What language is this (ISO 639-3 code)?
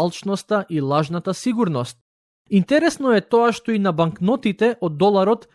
mkd